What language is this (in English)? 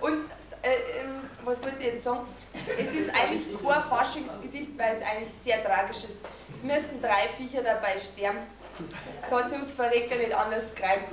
Bavarian